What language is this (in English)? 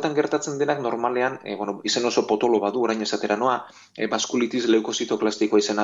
Basque